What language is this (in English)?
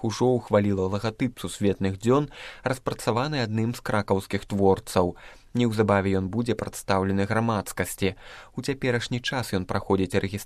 Belarusian